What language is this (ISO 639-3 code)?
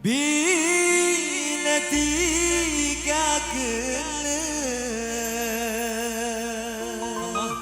mad